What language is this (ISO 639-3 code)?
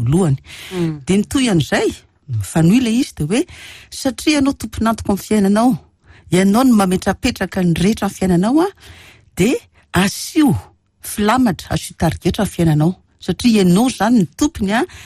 mlg